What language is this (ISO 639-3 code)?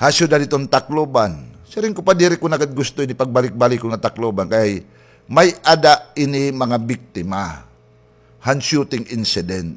war